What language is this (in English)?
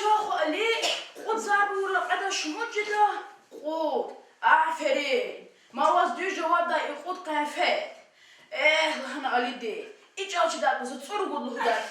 Lezghian